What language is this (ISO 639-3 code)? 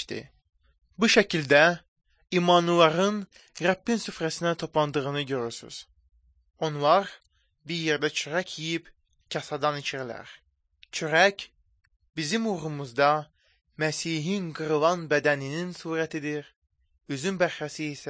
aze